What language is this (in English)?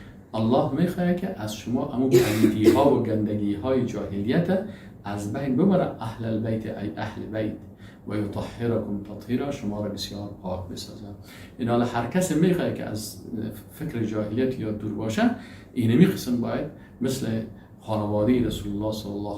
Persian